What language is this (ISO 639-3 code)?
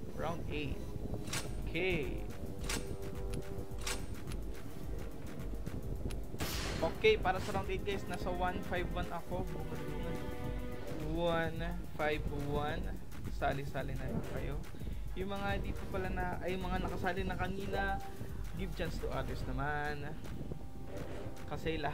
fil